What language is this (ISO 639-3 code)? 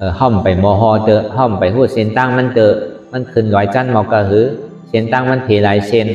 shn